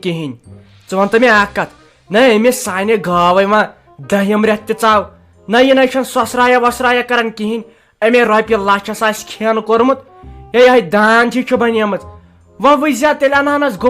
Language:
Kashmiri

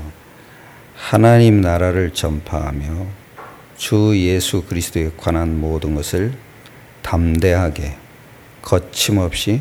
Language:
Korean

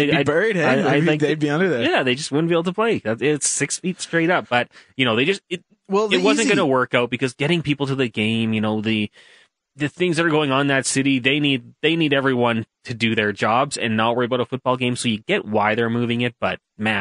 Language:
English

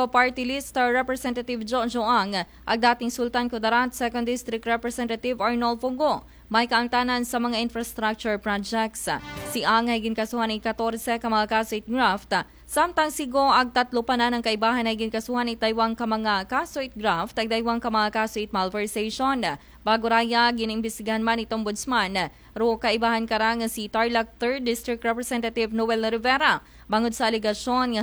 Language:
Aklanon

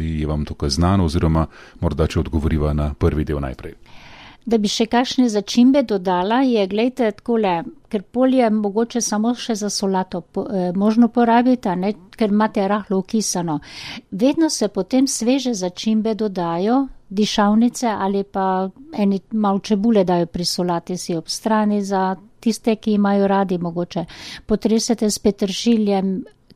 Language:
Slovenian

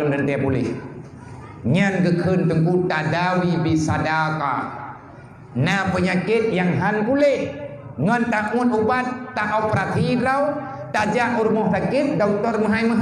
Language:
Achinese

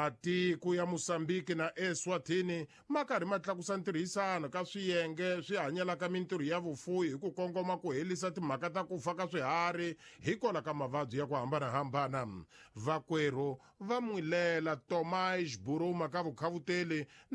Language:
Tsonga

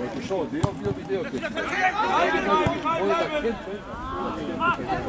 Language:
Croatian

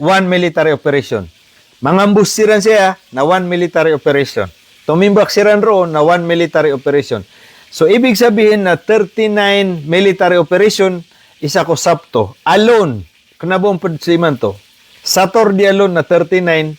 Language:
Maranao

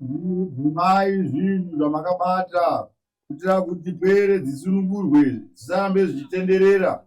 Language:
Shona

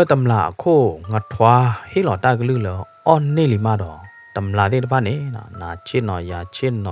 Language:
S'gaw Karen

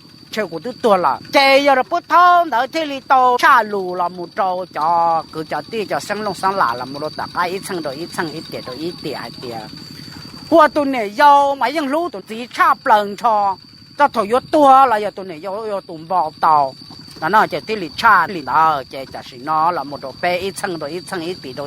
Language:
Hmong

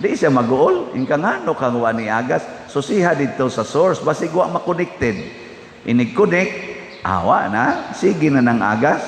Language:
Cebuano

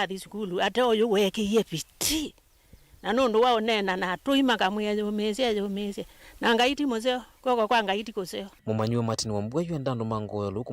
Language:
Kamba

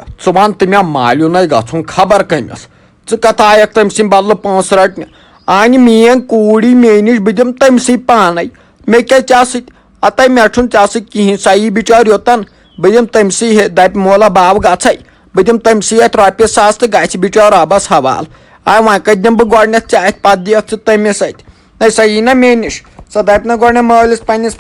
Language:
Kashmiri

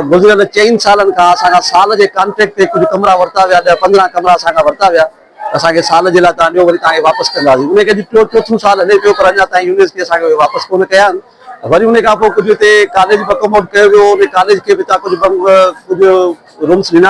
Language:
Sindhi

